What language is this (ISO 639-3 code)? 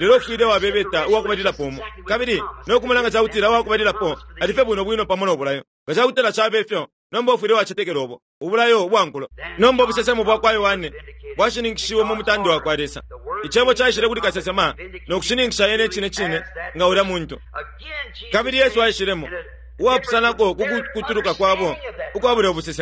bem